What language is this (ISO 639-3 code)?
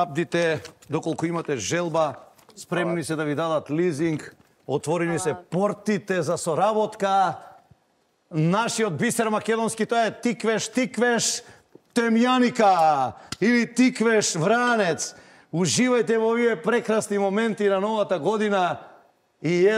mkd